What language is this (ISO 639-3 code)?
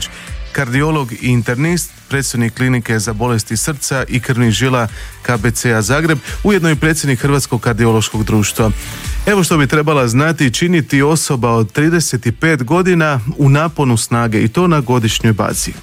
hrv